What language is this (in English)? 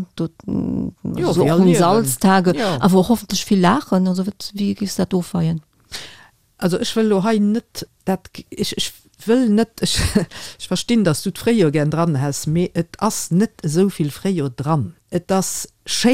Luxembourgish